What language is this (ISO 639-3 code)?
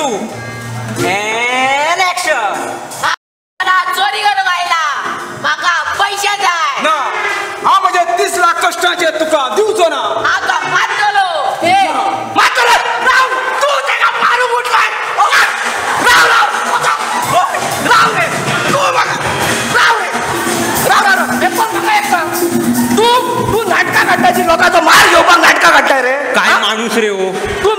kok